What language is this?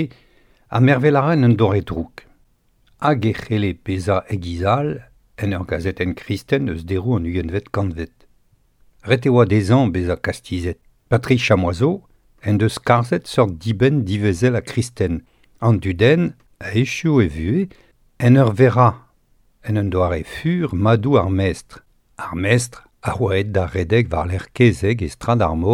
Breton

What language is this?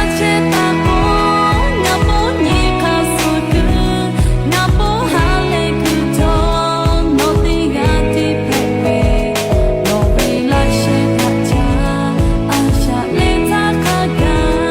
Lahu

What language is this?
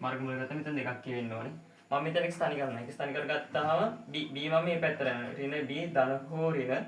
Sinhala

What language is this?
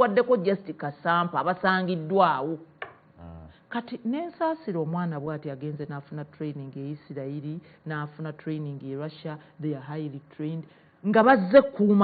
Ganda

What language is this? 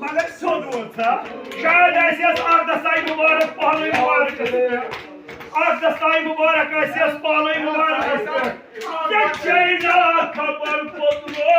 Kashmiri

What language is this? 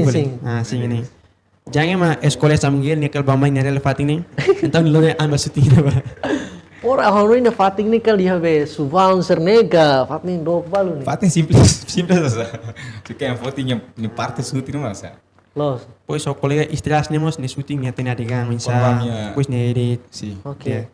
Tetum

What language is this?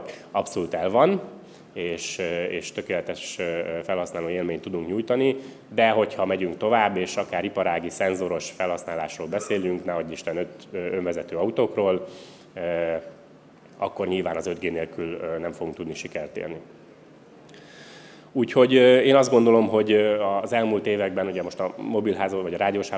Hungarian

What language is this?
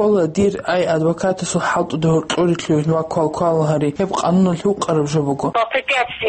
Avaric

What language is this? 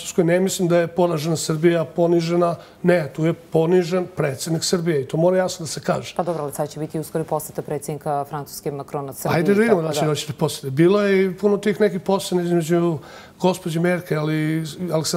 Bosnian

